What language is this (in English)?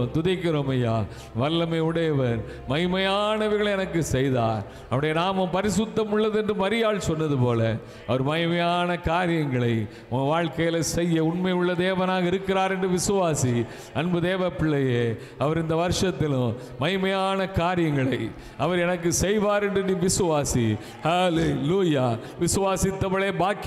Tamil